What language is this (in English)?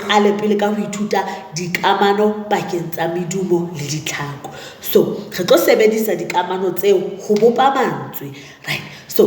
Southern Sotho